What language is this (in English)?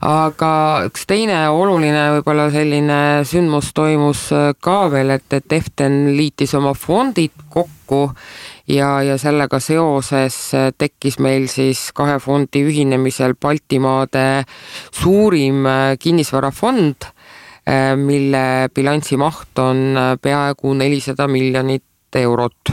Estonian